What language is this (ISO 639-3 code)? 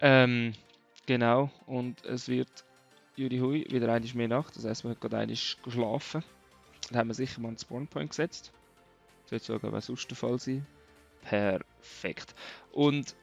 gsw